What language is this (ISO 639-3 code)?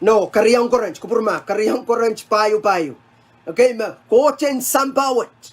pon